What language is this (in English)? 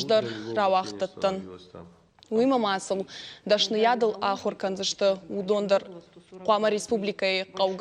Ossetic